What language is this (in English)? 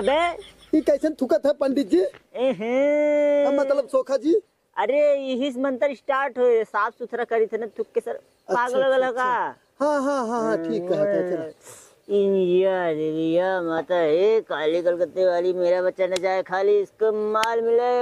Awadhi